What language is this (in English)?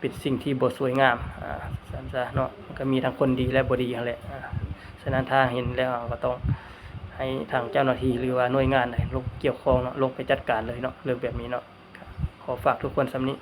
Lao